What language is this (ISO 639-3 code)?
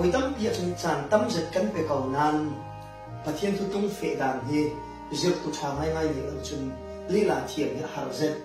cfm